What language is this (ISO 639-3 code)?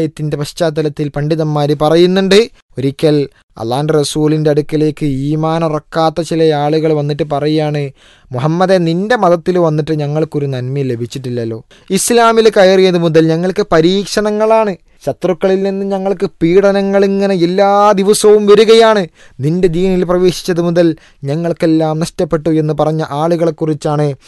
mal